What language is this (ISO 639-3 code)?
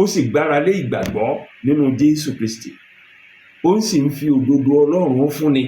yor